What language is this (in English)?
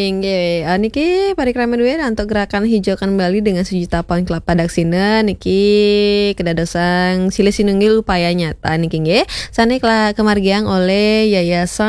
Balinese